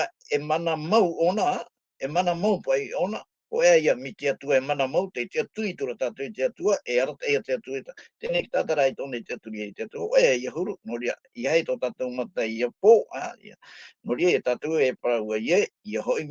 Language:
Tahitian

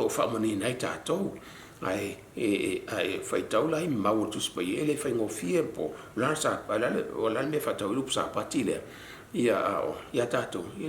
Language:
Samoan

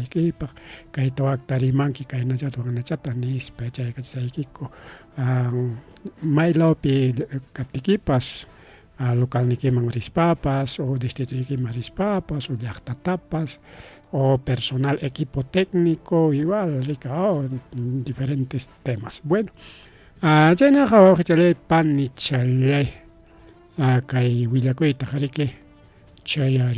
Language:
Ayacucho Quechua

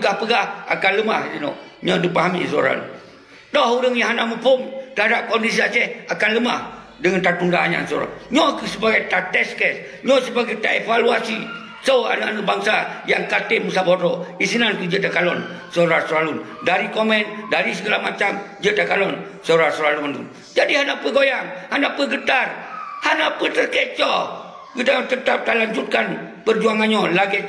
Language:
Achinese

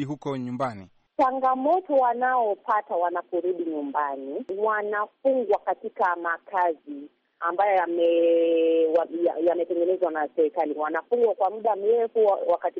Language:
Swahili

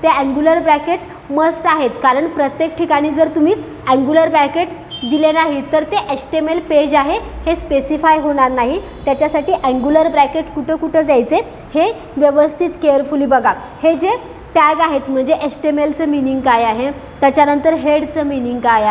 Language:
Marathi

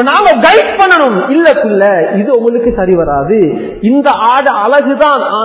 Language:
Tamil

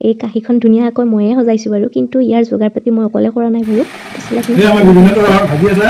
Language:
Assamese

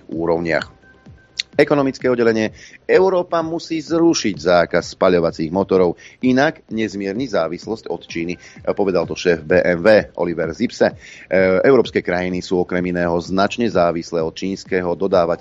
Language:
Slovak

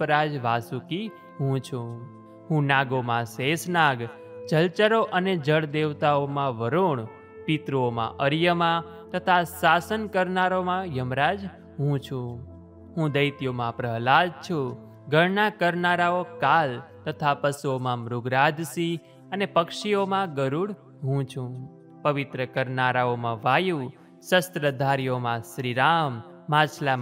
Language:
Gujarati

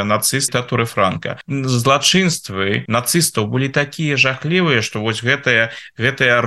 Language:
Belarusian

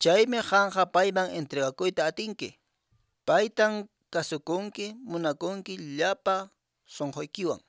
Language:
Quechua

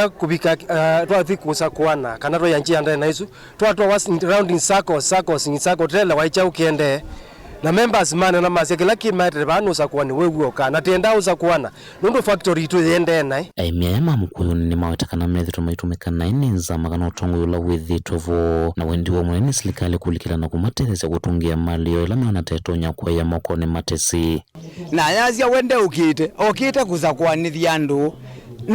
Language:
Kamba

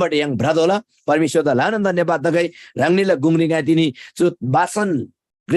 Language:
Eastern Tamang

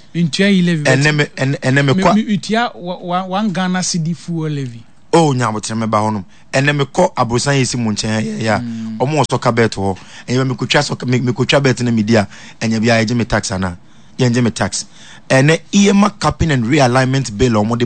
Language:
Akan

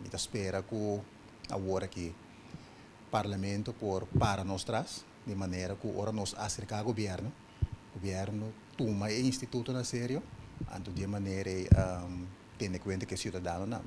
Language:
Papiamento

